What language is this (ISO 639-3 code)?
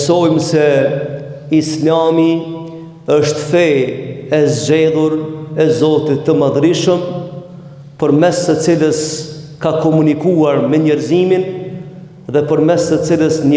sqi